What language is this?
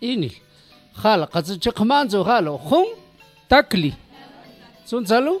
Mam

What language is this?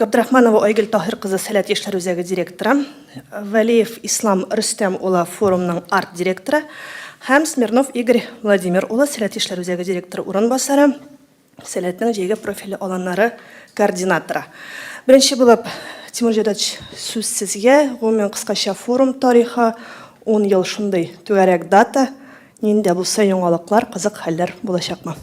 Tatar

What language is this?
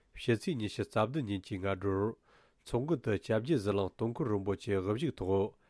Tibetan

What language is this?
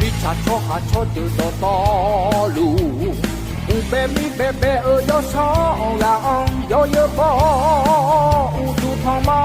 Akha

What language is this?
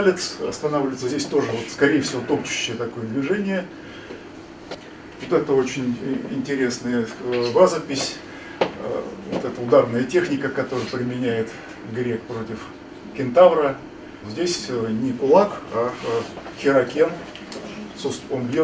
Russian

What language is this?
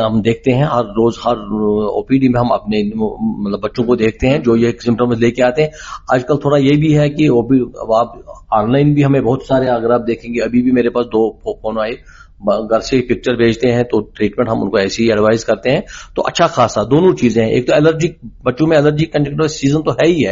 Urdu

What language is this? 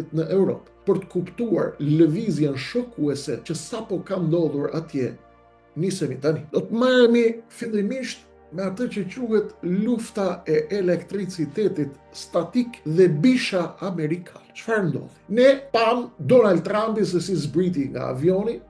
Albanian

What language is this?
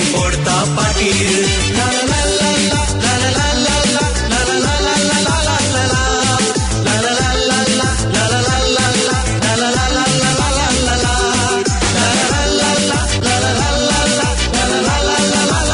Marathi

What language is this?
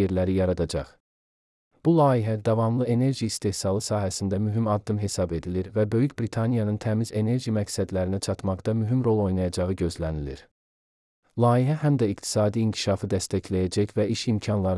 Azerbaijani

